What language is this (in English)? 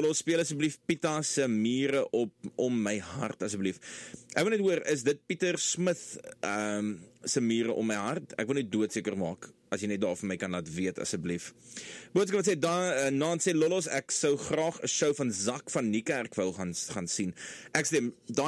Afrikaans